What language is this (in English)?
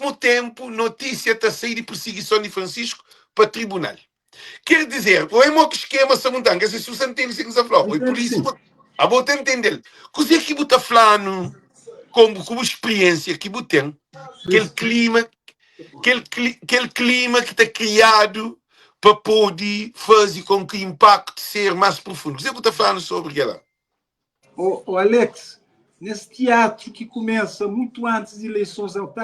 Kabuverdianu